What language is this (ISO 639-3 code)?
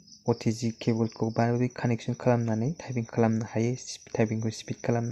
brx